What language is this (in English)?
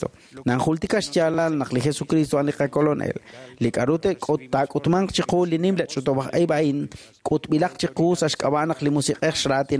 Kekchí